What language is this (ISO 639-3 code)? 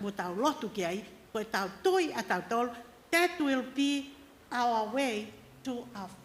ton